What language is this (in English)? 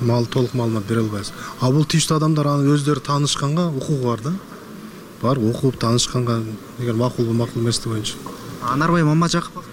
Kyrgyz